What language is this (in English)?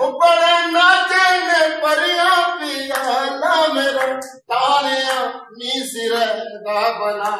Dogri